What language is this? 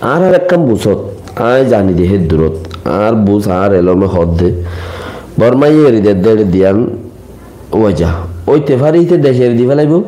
Rohingya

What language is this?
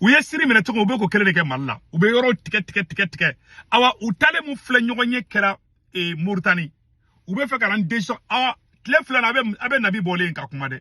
Bambara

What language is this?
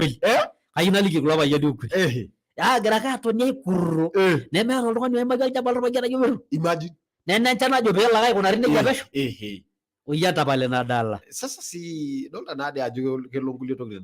Masai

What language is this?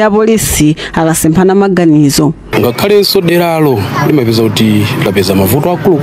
Nyanja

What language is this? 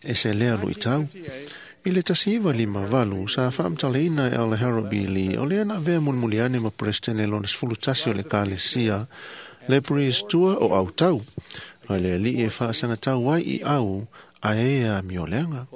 Samoan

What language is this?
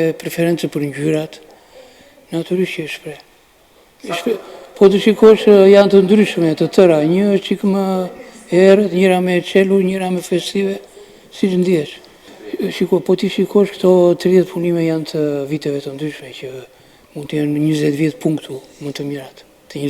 Albanian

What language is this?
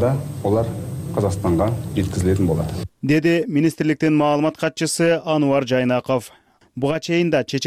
Kyrgyz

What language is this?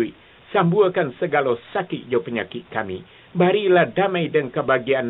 Minangkabau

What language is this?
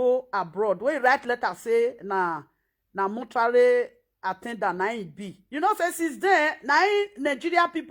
Nigerian Pidgin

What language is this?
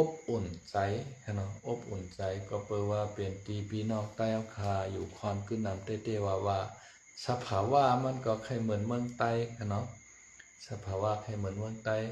Shan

